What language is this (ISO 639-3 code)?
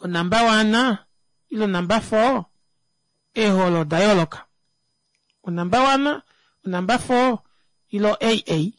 kua